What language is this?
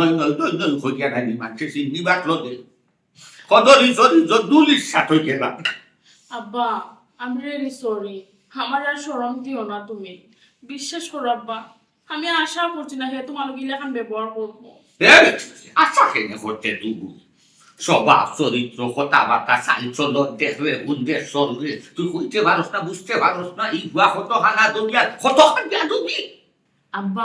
Sylheti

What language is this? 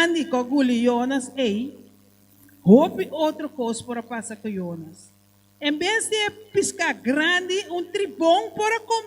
Papiamento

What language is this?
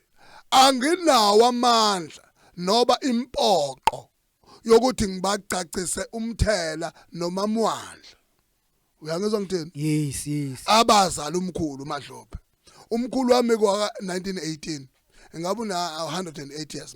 Zulu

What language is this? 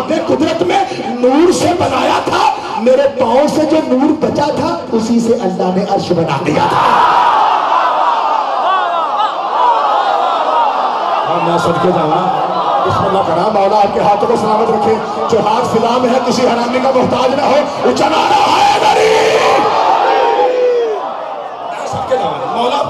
Urdu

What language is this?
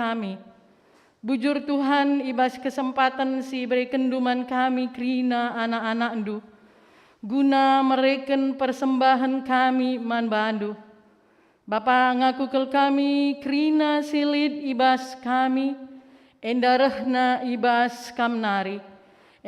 Batak Karo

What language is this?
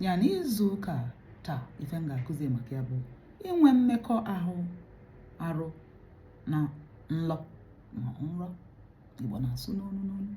Igbo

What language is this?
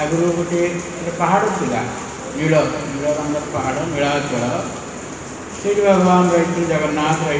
Odia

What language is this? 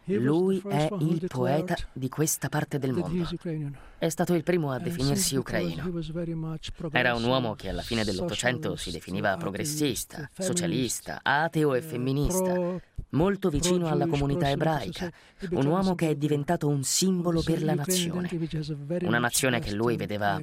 Italian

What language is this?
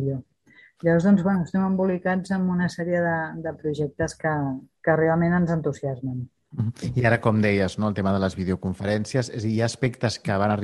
Catalan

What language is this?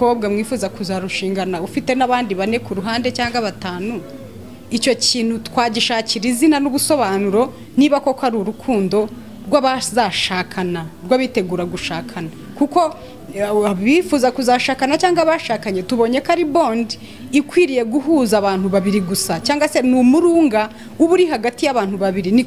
Kinyarwanda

